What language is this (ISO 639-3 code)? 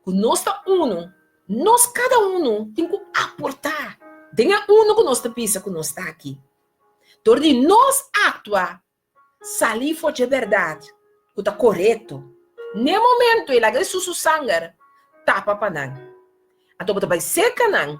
pap